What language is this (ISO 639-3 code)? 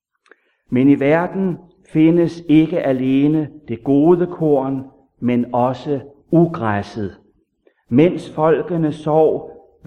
dan